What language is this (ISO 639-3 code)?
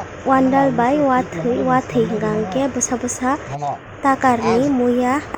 trp